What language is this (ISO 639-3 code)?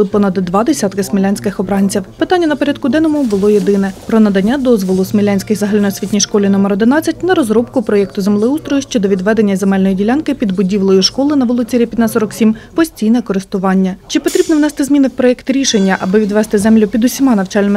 ukr